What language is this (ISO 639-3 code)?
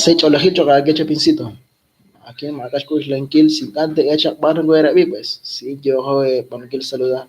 kek